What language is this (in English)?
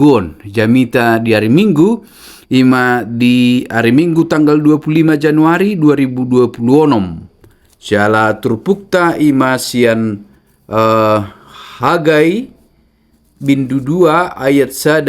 Batak Toba